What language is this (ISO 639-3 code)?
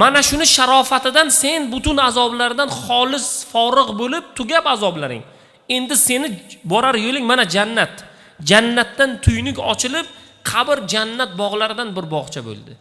uzb